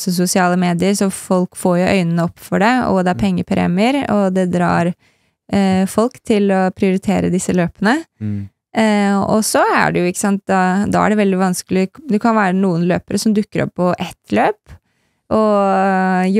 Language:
Norwegian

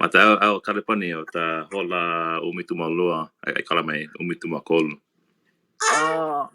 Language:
Hawaiian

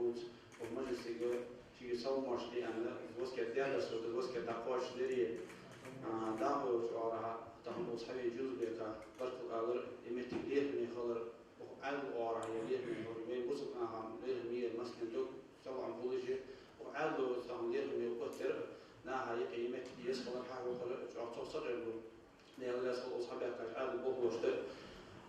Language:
Ingush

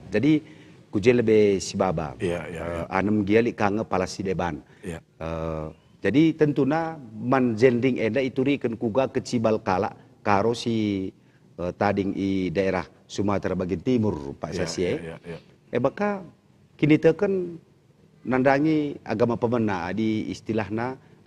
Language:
Batak Karo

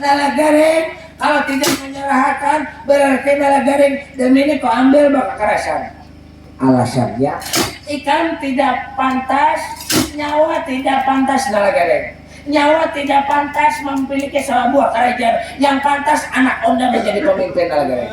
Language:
Banjar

